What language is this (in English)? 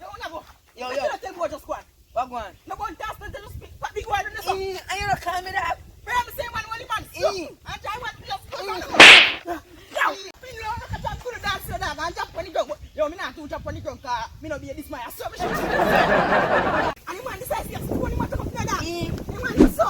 Jamaican Creole English